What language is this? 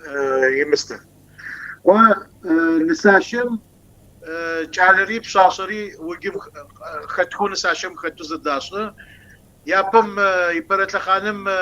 Kabardian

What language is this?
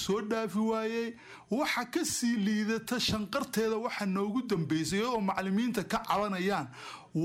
Somali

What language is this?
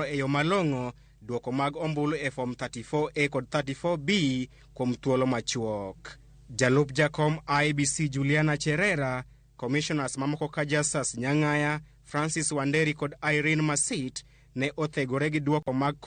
Luo (Kenya and Tanzania)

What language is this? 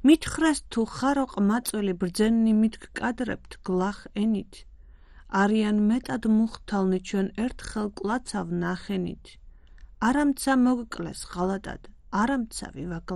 Georgian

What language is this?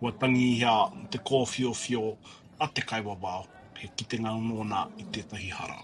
Māori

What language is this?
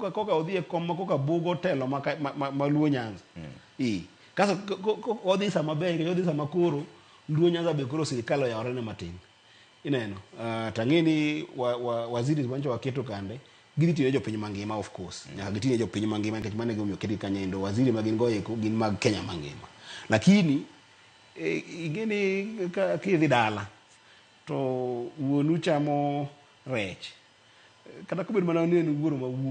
Luo (Kenya and Tanzania)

